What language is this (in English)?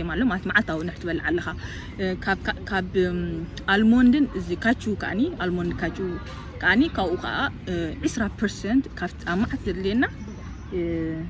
Tigrinya